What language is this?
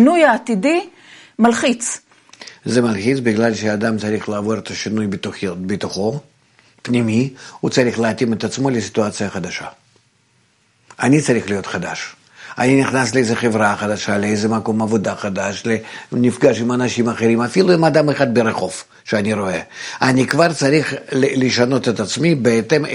Hebrew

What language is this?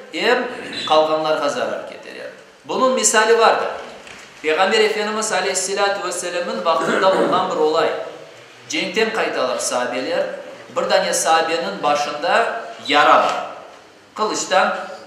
Crimean Tatar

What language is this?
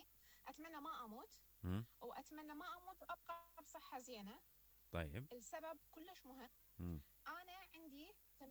Mesopotamian Arabic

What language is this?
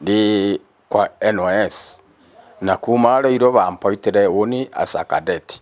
Meru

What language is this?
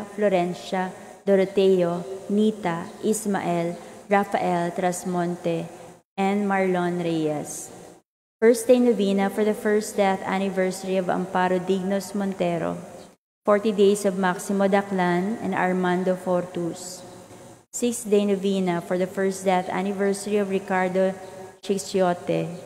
Cebuano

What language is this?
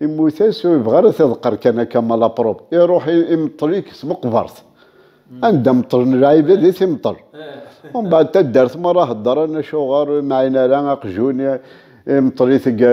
Kabyle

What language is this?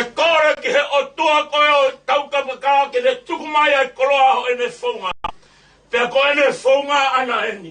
Tongan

